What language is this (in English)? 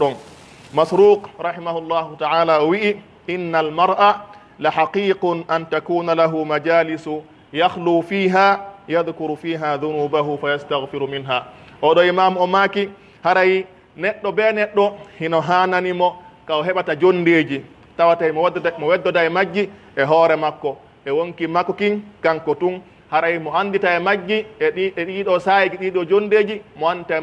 Pular